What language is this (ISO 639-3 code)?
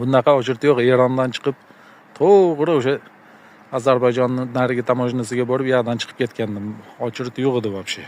uzb